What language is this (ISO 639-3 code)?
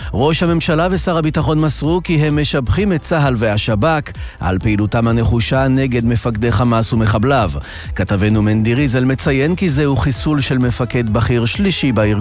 heb